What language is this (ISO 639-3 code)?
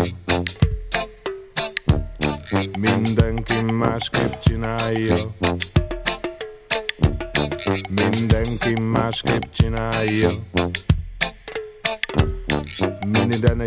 hun